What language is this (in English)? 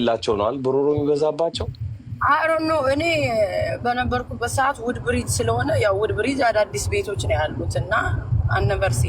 Amharic